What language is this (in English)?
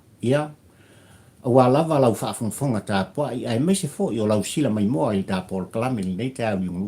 Samoan